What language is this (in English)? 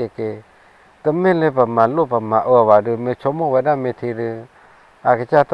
S'gaw Karen